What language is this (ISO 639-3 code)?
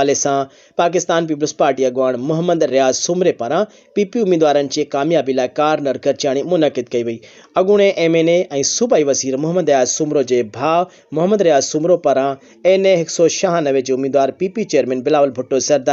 snd